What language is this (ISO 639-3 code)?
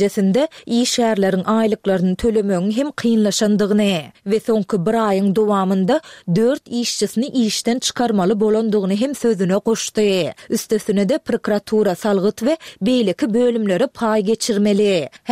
tuk